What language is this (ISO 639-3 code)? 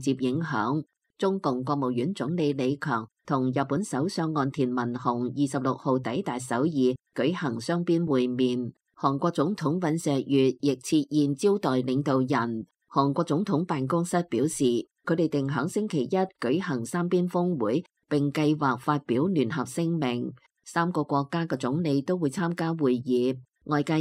yue